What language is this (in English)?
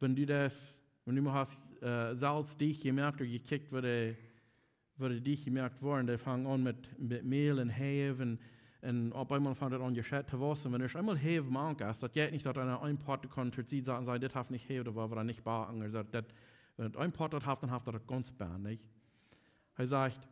Plautdietsch